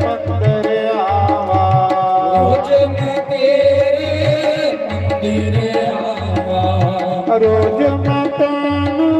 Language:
Dogri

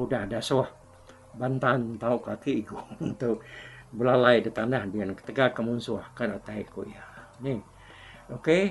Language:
Iban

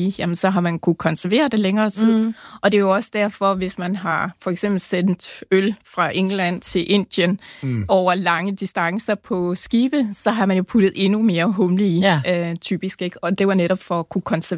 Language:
Danish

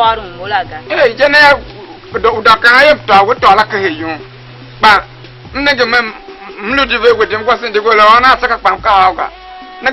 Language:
Tiv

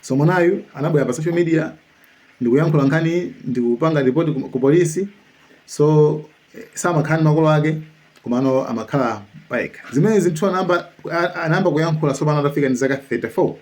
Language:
Nyanja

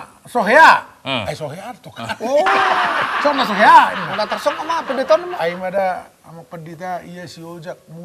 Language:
Batak Toba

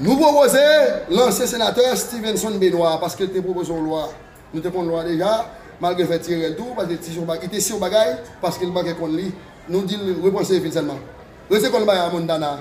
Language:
Haitian Creole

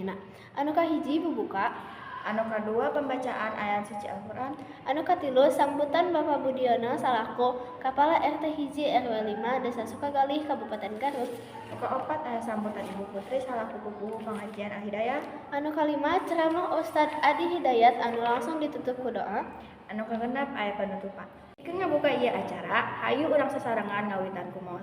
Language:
Sundanese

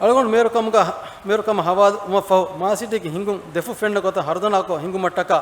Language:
Divehi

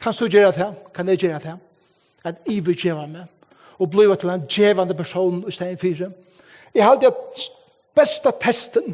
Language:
Faroese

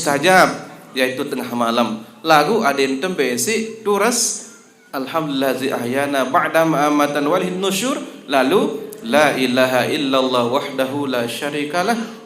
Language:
Sasak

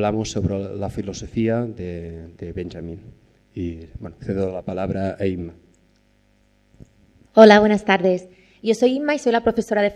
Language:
Spanish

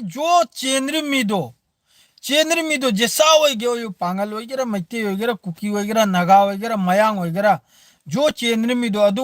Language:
Manipuri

